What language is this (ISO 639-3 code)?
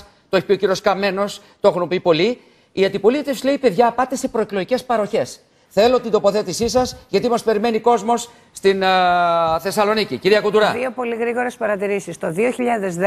ell